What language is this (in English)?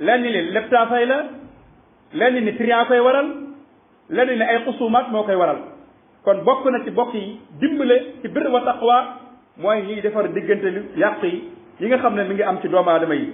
Wolof